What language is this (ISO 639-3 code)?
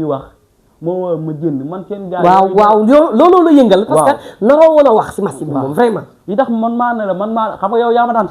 wol